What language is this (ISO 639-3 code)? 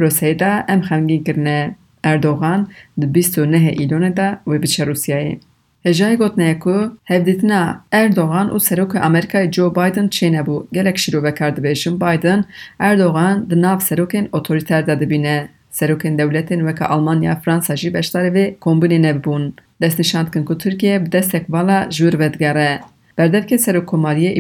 kur